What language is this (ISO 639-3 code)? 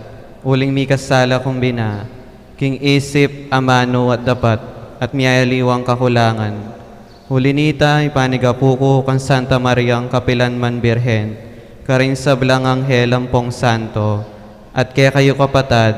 pam